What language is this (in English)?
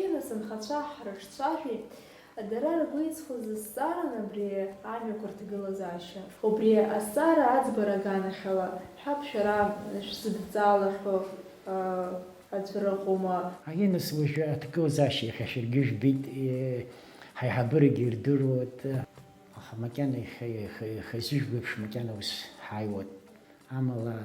Abkhazian